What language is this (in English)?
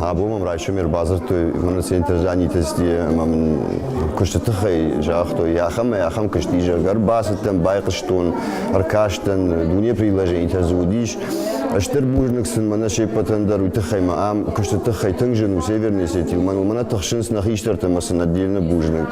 Ossetic